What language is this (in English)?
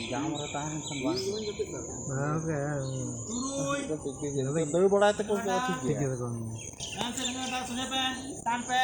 Santali